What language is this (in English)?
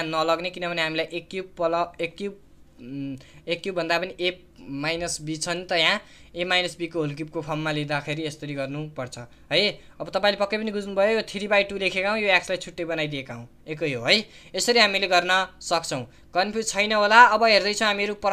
Nepali